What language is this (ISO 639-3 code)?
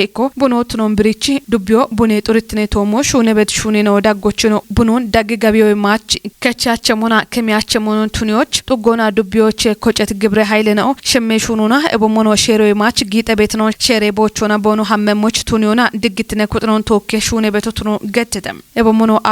kbr